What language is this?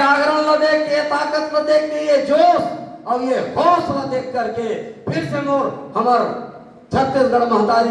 Chhattisgarhi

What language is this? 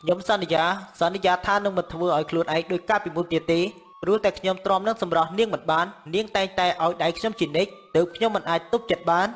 Khmer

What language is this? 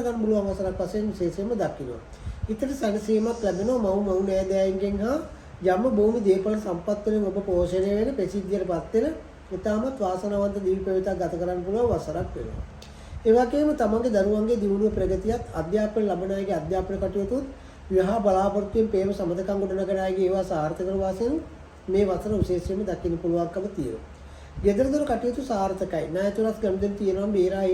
Sinhala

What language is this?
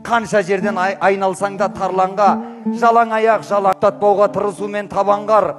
Kazakh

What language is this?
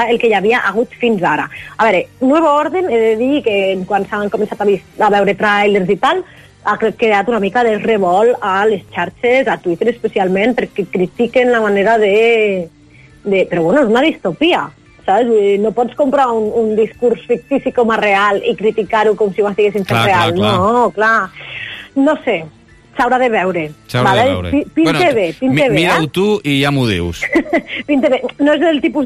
Catalan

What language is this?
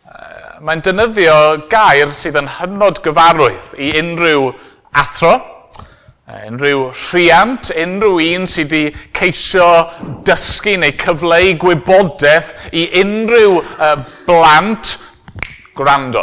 Welsh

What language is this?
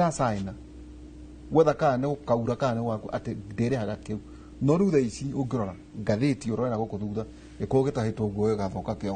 Kikuyu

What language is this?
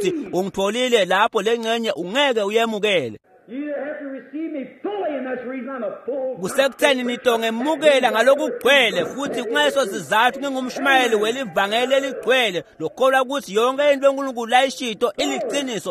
Swati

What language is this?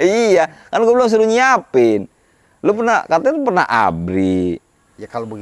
Betawi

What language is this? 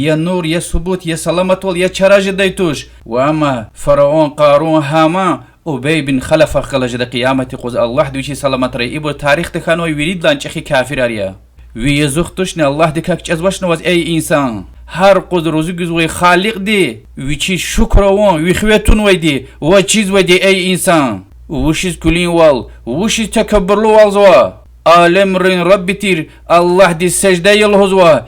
Lezghian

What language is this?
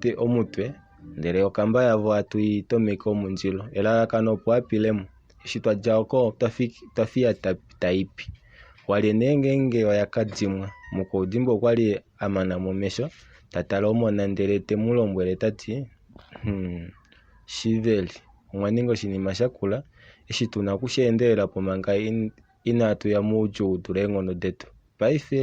Kuanyama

